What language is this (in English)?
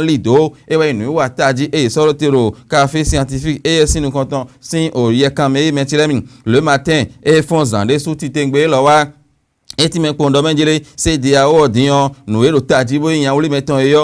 Fon